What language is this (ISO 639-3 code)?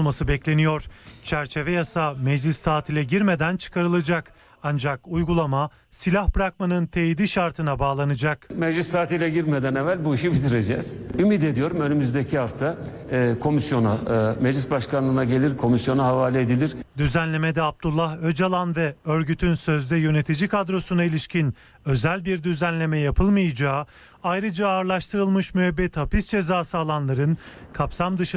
tur